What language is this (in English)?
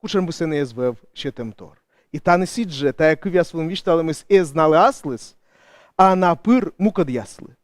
Komi